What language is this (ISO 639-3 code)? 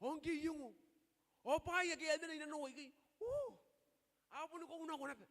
gil